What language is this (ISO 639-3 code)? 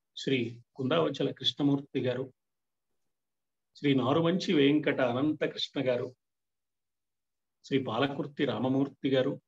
tel